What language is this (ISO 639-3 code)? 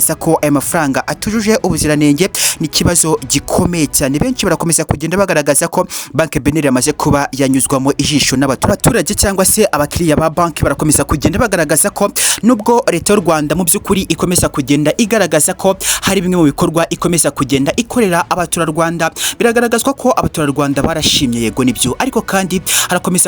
kin